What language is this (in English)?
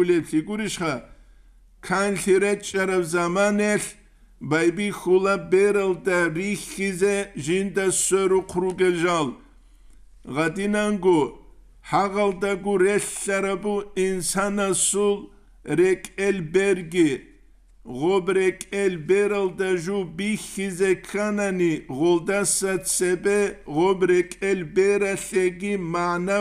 Avaric